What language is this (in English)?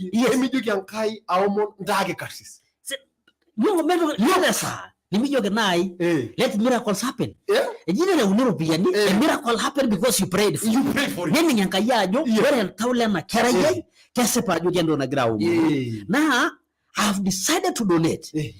Masai